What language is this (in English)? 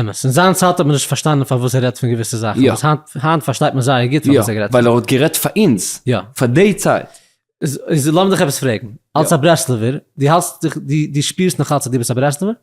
Yiddish